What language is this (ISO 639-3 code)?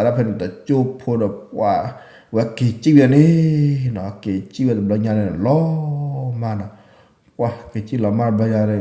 ksw